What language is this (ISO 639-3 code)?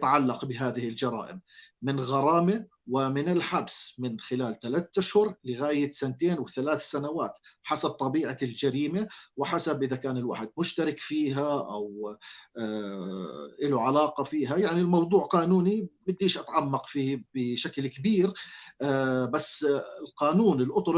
apc